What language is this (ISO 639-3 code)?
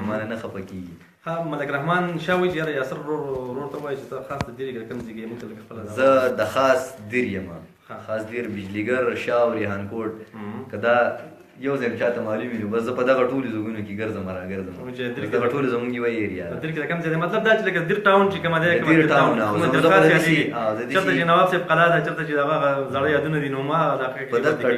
pus